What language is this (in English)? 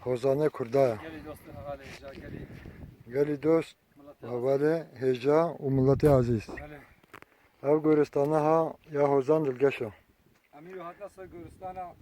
Kurdish